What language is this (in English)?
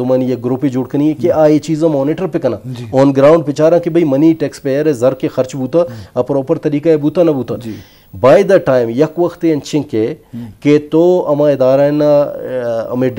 Baluchi